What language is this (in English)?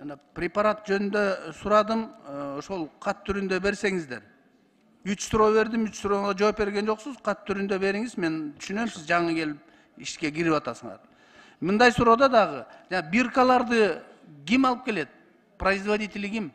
Kyrgyz